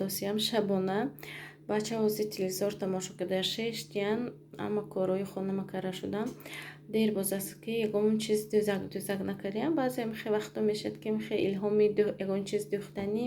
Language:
Tajik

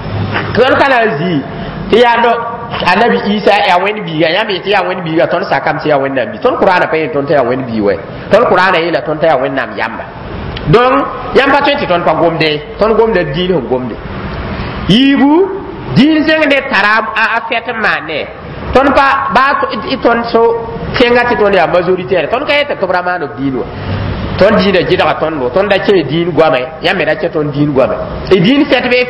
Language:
Mossi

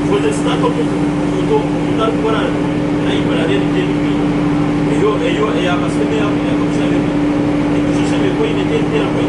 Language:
Nyankole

